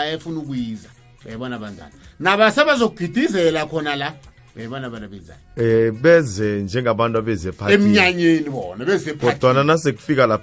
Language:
South Ndebele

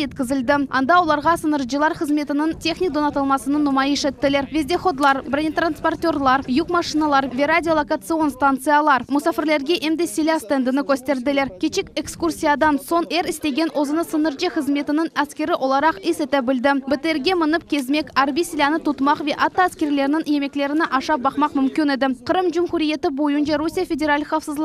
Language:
Crimean Tatar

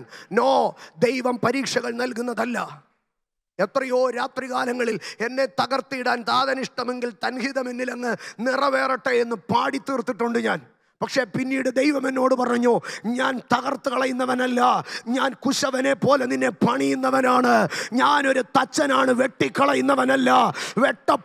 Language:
Malayalam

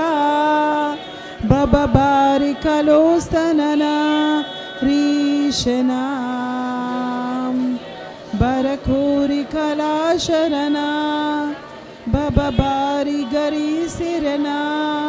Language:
Tem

